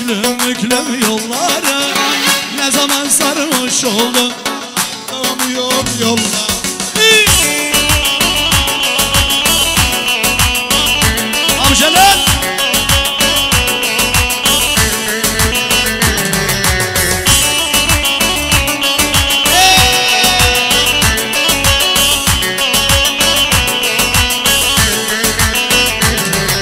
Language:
Turkish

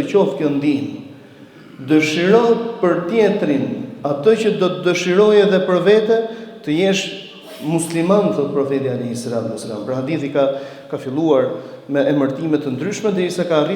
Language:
Albanian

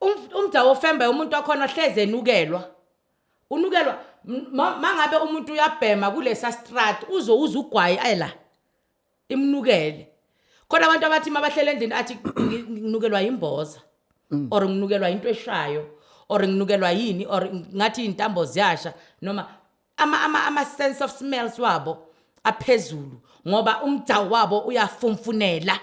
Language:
Zulu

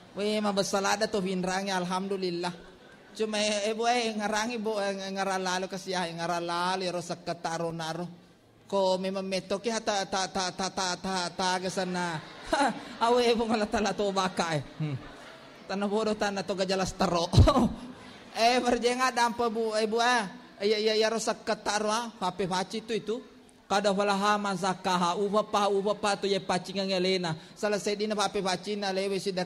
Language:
Buginese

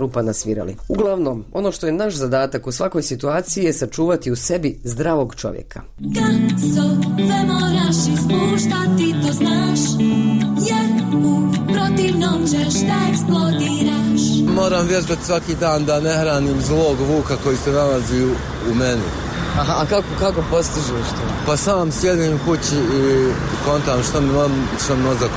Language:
Bosnian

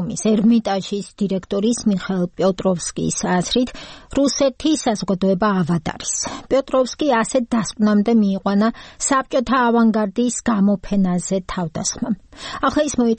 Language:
Georgian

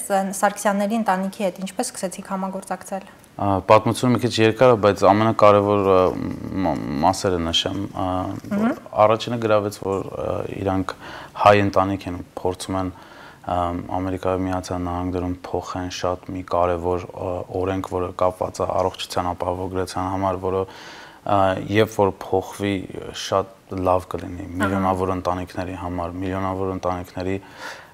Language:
Armenian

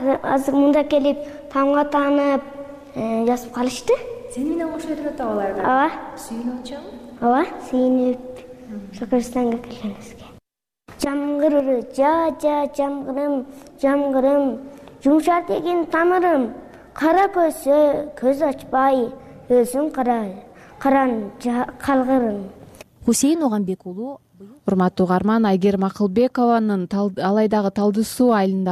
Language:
Kyrgyz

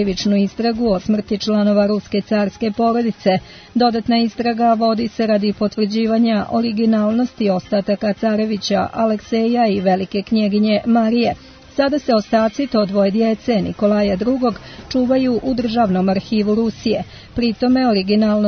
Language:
Serbian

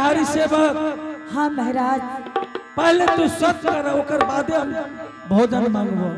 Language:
Angika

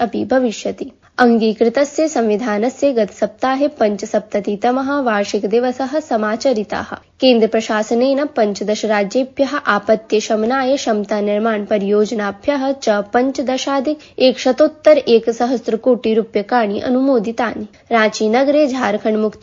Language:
Sanskrit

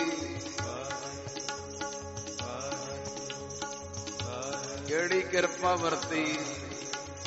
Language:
Punjabi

